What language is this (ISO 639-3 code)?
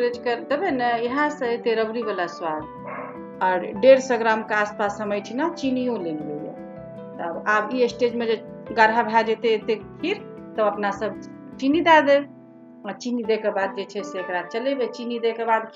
mai